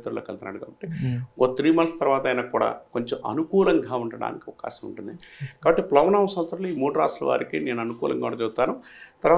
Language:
Telugu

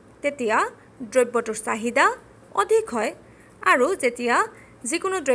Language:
Assamese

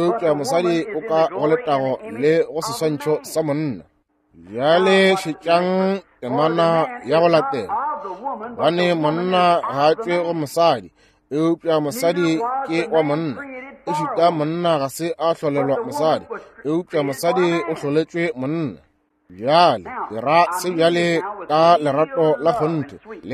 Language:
Northern Sotho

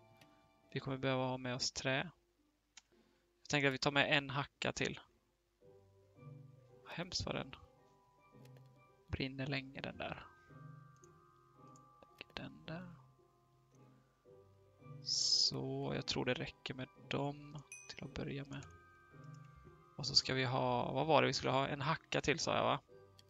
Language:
Swedish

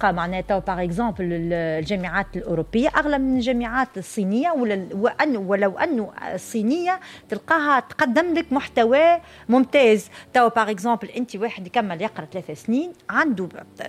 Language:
Tunisian Arabic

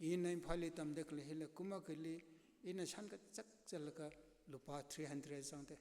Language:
Tangkhul Naga (India)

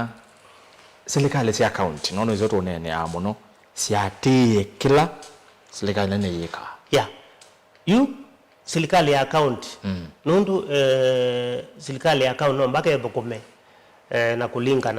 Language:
Kamba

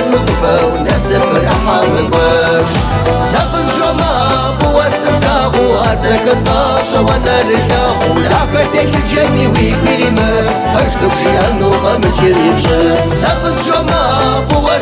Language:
Kabardian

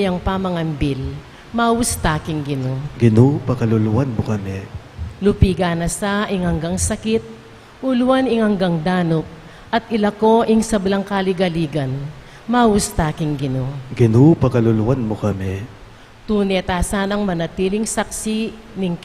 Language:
Pampanga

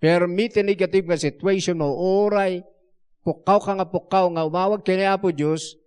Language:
Iloko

